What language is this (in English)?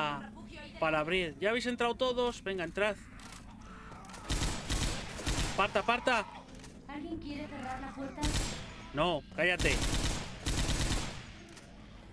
Spanish